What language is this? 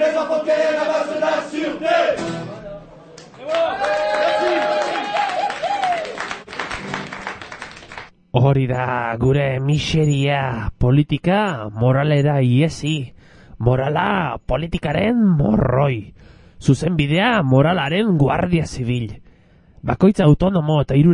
Basque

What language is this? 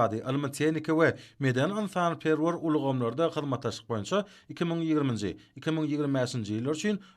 Turkmen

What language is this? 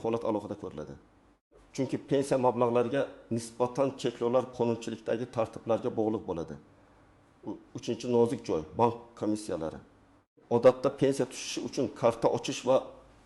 Uzbek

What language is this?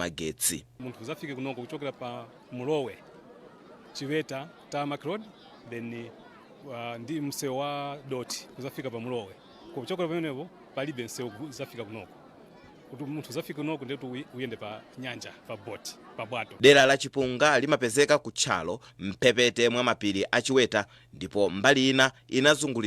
Nyanja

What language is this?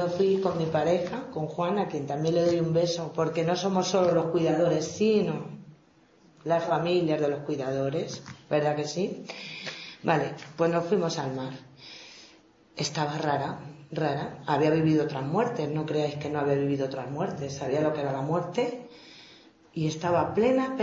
Spanish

